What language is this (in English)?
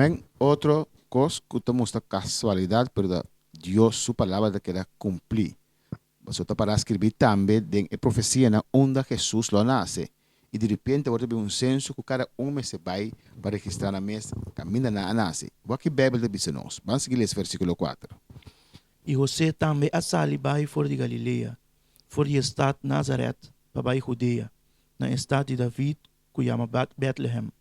Papiamento